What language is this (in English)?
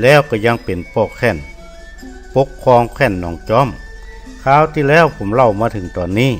Northern Thai